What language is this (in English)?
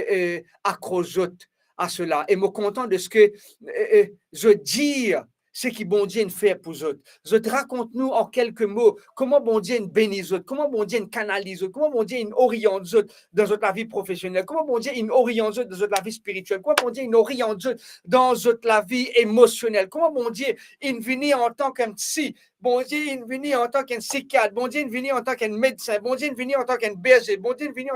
Morisyen